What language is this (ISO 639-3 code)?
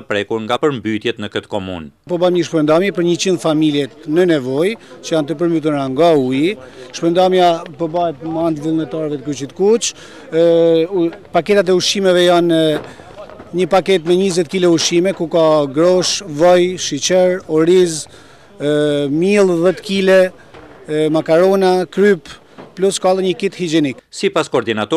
sqi